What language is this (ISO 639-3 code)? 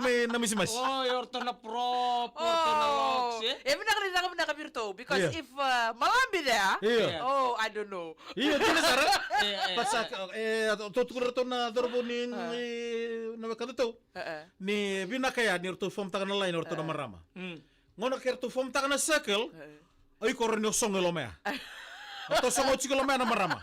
fij